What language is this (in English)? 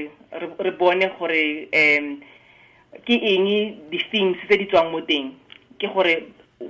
Tswana